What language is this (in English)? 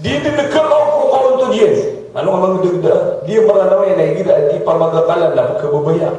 Maranao